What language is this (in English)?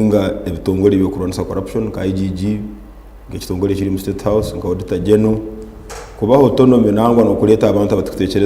Nyankole